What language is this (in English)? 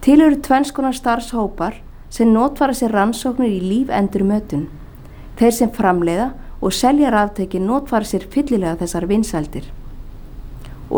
Icelandic